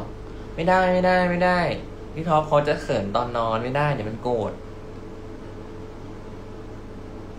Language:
Thai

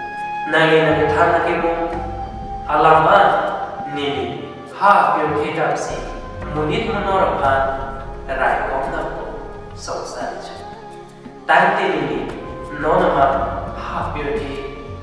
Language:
Karbi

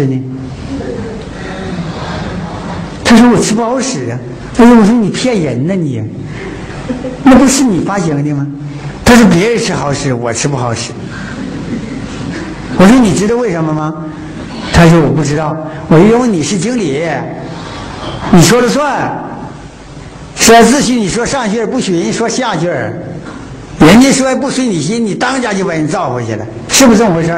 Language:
Chinese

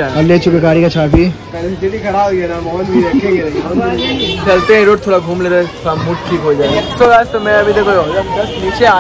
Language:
Hindi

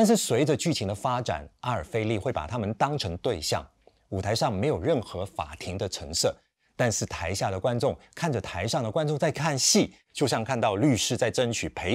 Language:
Chinese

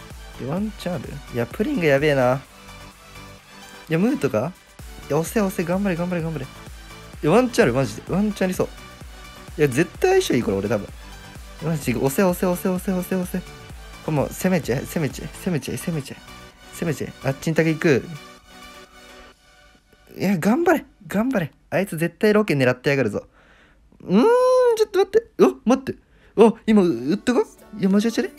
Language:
Japanese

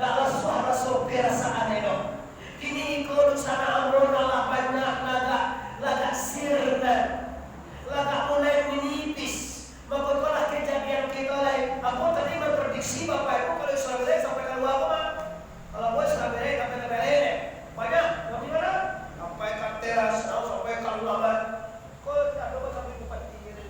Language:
Minangkabau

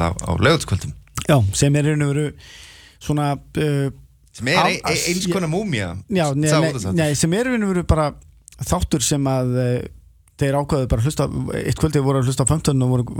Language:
Icelandic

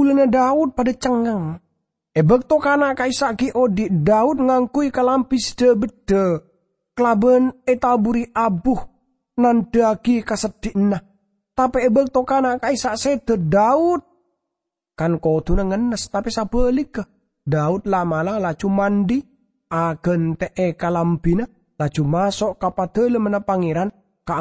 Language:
Madurese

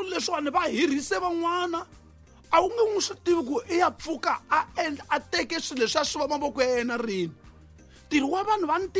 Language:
Tsonga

